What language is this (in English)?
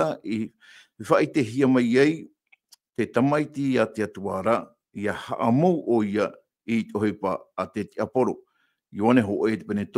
Tahitian